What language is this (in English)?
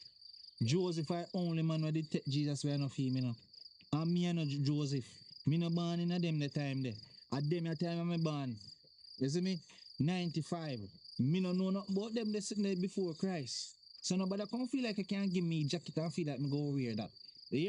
Jamaican Creole English